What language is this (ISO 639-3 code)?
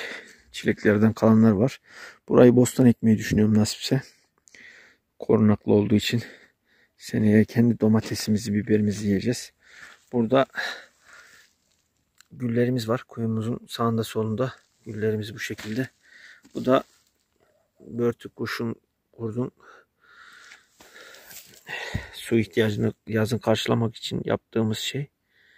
tur